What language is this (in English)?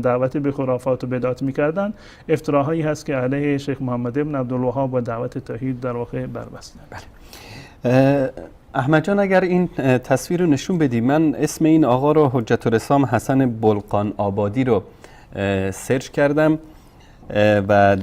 Persian